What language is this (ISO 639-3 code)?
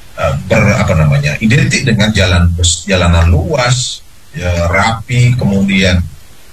ind